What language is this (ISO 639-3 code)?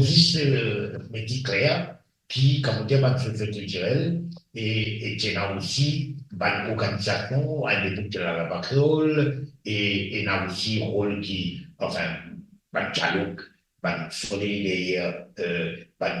mfe